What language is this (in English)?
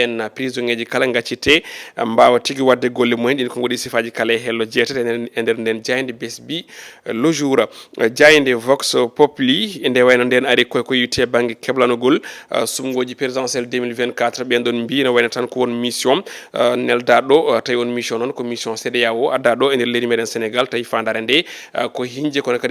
Fula